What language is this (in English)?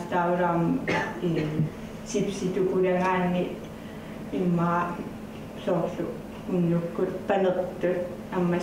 Kalaallisut